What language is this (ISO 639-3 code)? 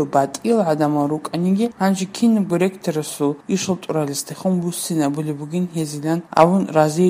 ava